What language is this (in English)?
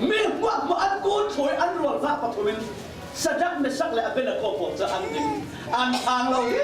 Falam Chin